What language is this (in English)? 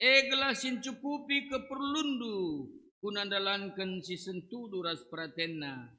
Batak Karo